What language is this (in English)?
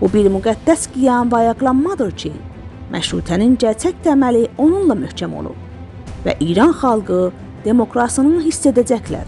South Azerbaijani